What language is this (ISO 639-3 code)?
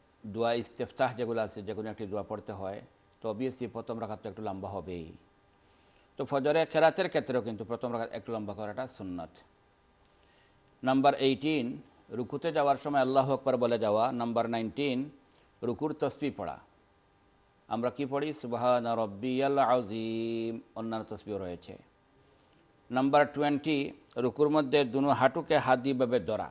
ben